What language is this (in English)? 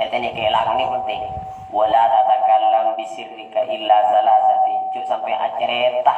Madurese